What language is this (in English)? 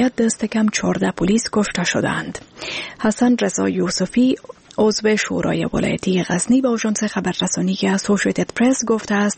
Persian